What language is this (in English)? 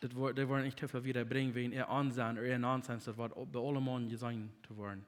Plautdietsch